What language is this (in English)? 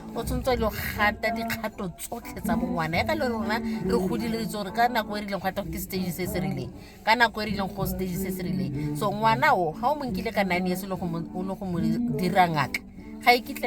Tswana